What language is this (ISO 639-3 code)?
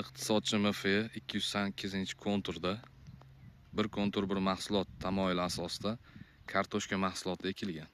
uzb